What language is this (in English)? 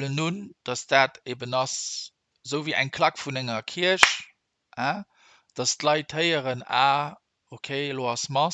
Luxembourgish